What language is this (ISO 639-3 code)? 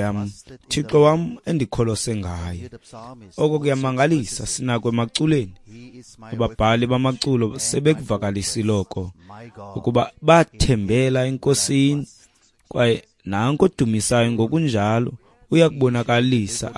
xho